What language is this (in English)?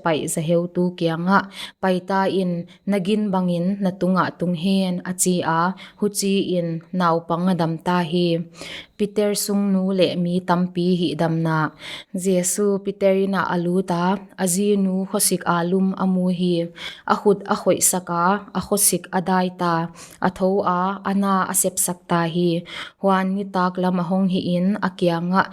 Paite Chin